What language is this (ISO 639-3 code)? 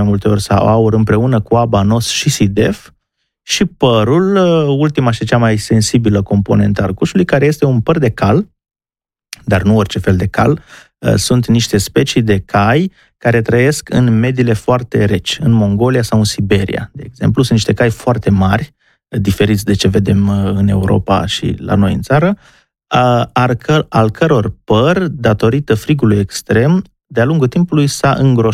ron